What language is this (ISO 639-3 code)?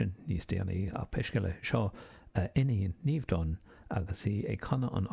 gle